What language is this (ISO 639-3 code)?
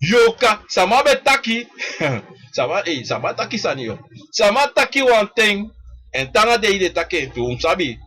srn